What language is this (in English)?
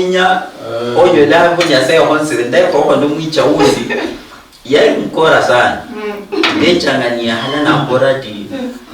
Luyia